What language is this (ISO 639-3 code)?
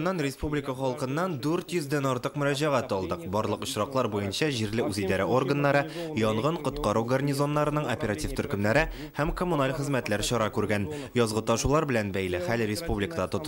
tat